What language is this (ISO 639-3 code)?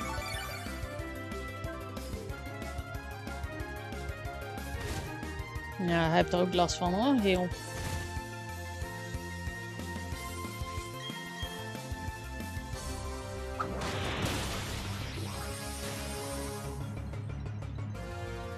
nld